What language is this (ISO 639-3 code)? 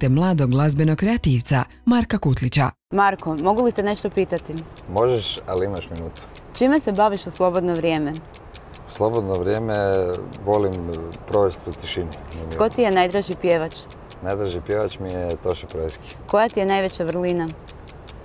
hrv